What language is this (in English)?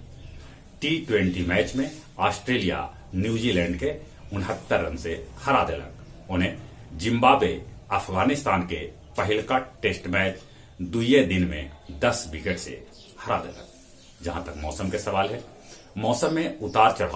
Magahi